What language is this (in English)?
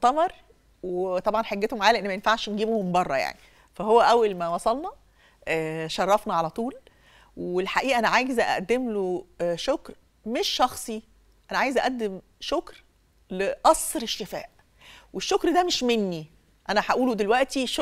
Egyptian Arabic